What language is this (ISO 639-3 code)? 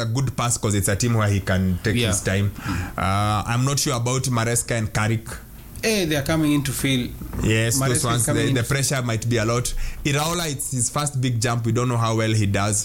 swa